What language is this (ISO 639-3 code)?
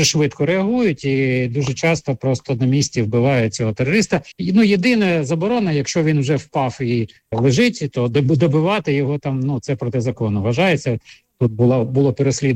ukr